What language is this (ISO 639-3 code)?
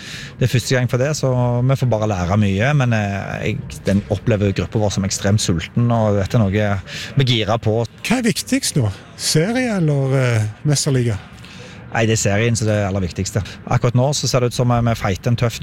nor